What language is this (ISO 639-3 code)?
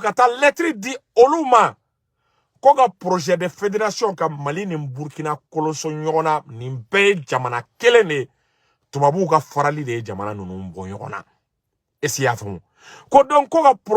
bam